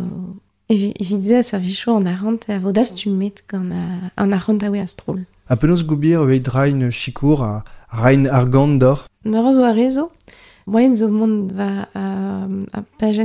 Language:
Breton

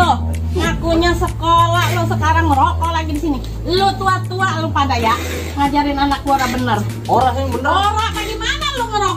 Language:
Betawi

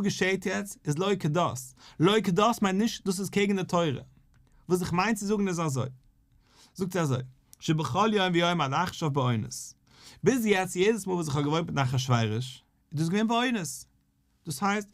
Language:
Yiddish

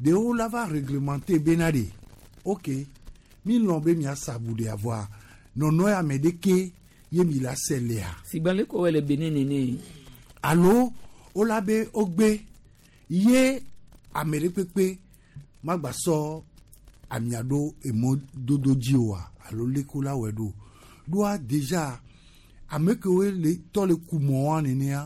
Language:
Gen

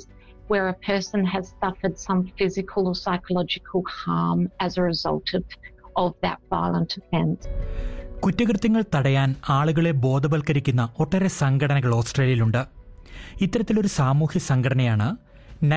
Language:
Malayalam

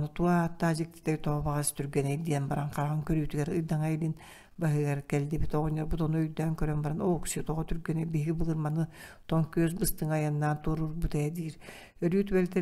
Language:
Yakut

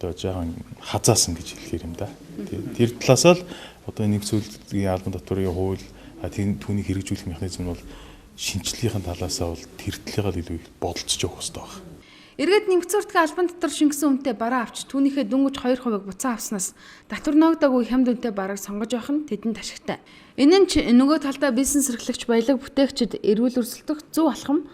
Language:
Mongolian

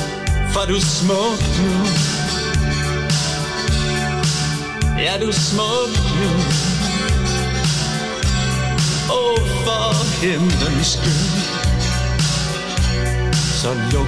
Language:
Danish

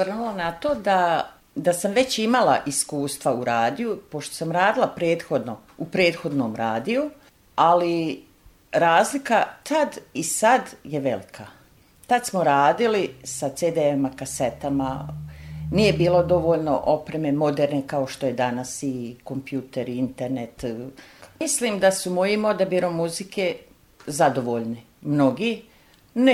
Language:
Serbian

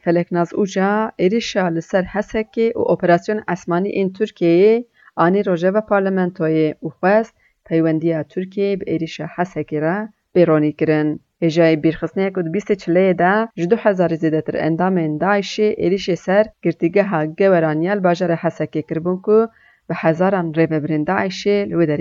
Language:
Kurdish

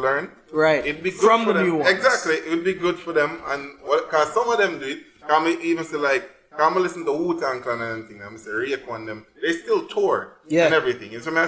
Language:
Jamaican Creole English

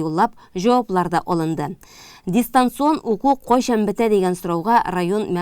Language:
Tatar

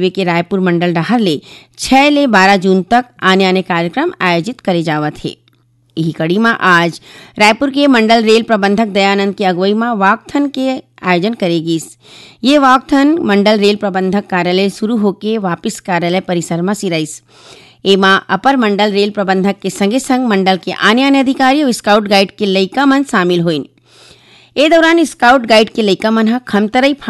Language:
Chhattisgarhi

